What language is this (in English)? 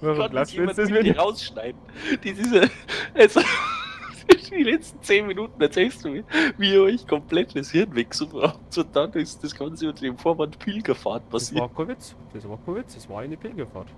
Bavarian